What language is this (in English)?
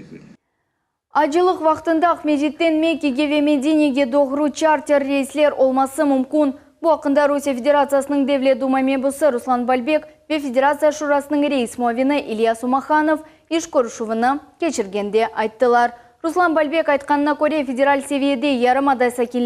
Crimean Tatar